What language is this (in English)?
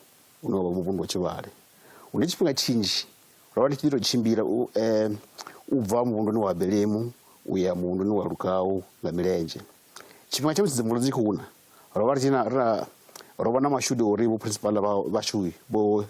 Venda